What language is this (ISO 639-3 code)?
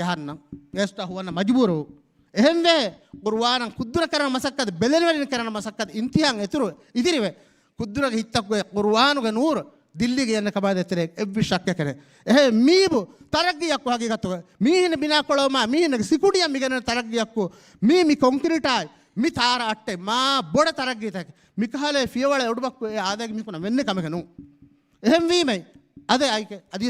div